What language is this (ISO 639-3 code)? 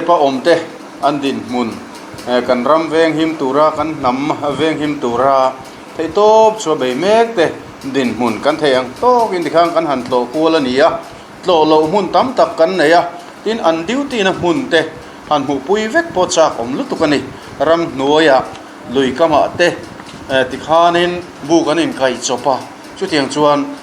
lus